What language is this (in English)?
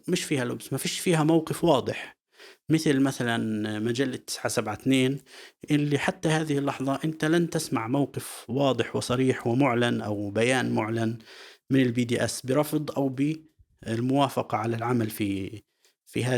North Levantine Arabic